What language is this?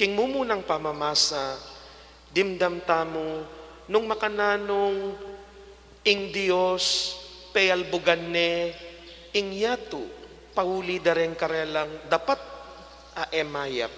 Pampanga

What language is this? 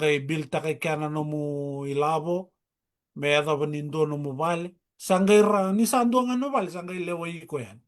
Fijian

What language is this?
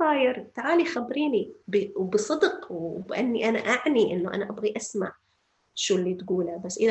North Levantine Arabic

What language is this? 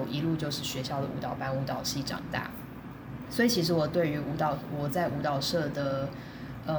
Chinese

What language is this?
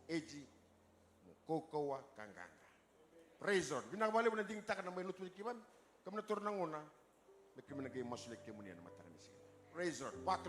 Fijian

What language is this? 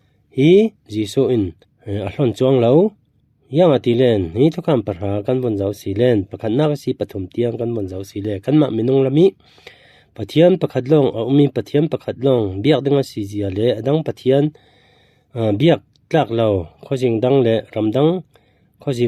Falam Chin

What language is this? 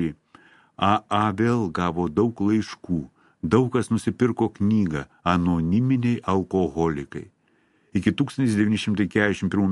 Lithuanian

